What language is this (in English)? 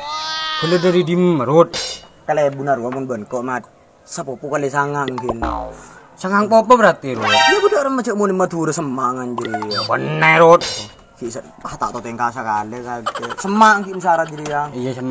Madurese